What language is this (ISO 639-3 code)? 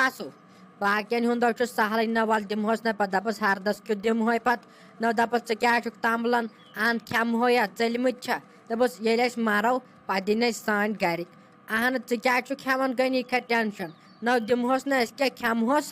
kas